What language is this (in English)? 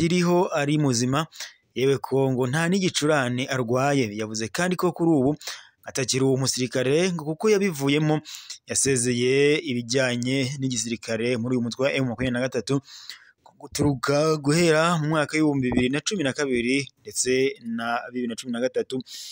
Kinyarwanda